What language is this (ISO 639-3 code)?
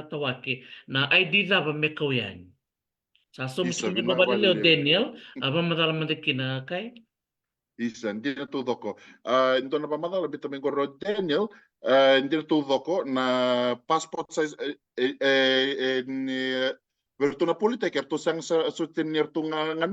fij